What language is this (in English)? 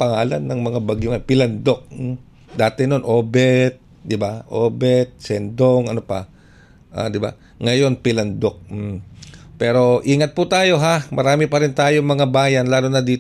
Filipino